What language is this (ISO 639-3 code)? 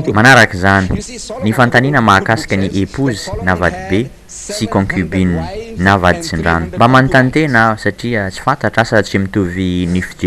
mlg